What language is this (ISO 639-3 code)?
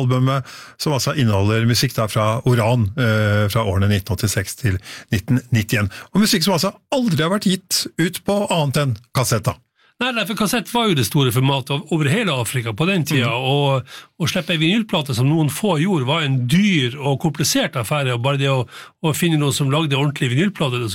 nor